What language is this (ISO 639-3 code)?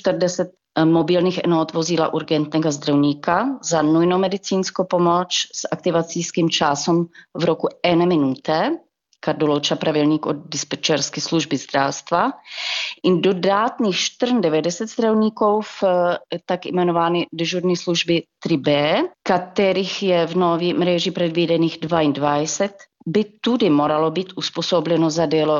slv